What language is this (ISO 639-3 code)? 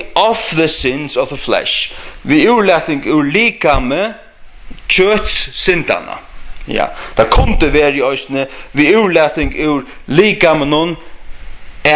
fao